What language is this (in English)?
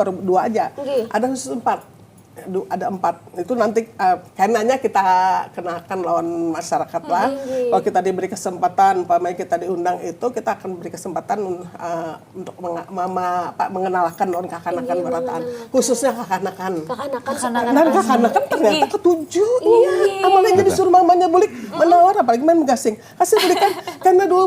Banjar